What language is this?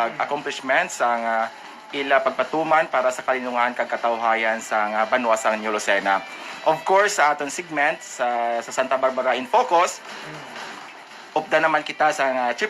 Hiligaynon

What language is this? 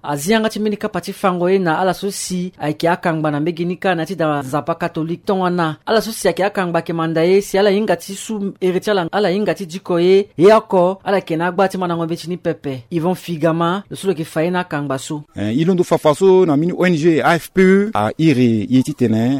Sango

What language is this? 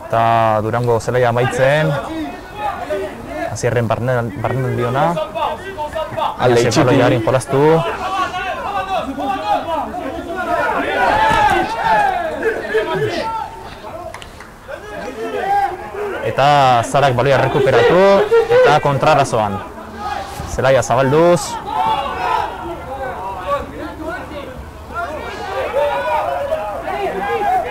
Basque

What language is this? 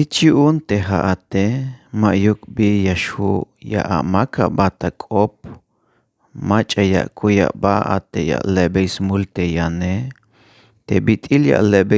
Tzeltal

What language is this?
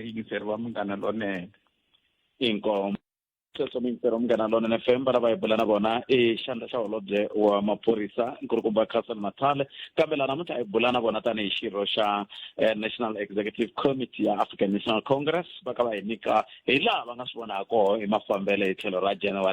Tsonga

